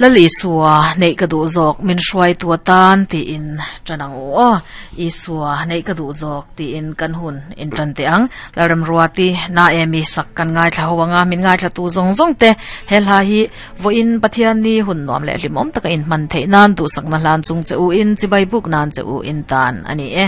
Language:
Mizo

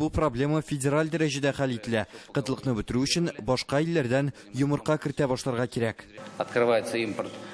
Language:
Tatar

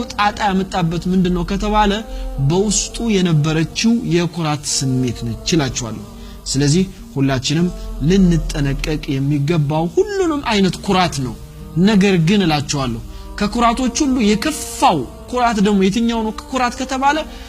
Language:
Amharic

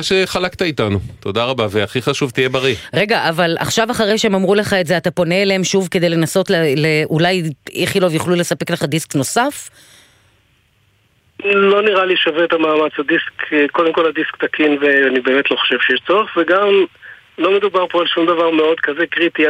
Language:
Hebrew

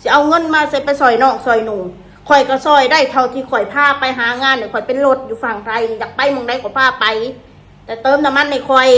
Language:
Northeastern Thai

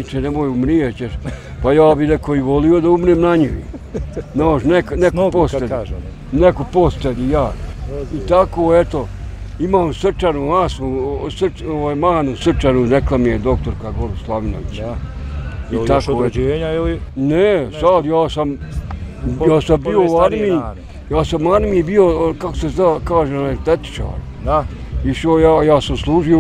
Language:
Bosnian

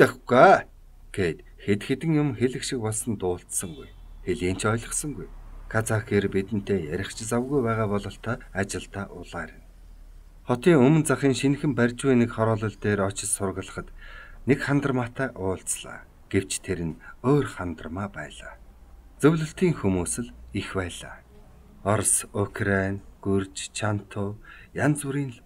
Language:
Mongolian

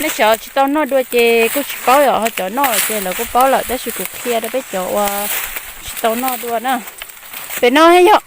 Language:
Hmong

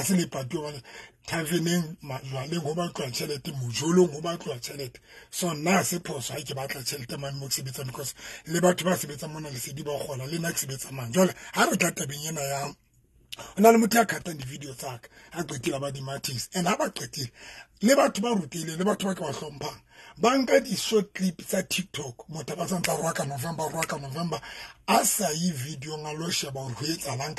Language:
Southern Sotho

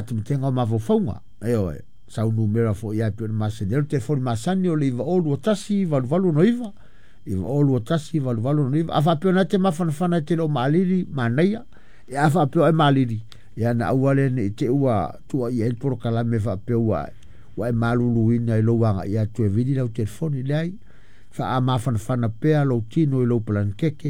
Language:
Samoan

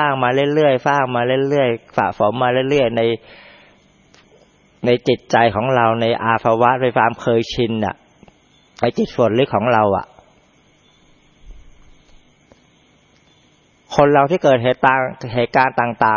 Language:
Thai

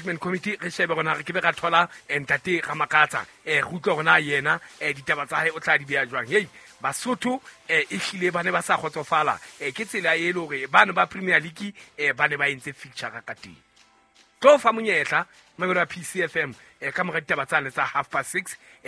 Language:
Southern Sotho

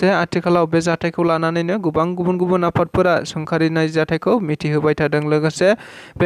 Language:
Bodo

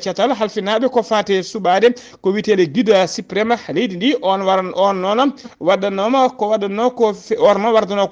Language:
Fula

